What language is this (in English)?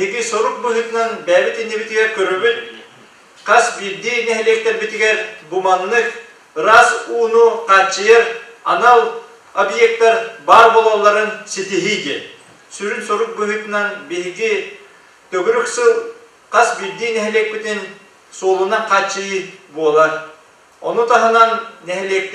Yakut